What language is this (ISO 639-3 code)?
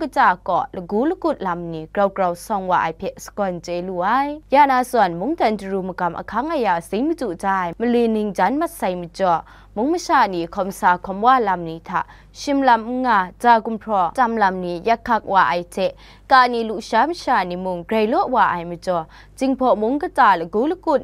kac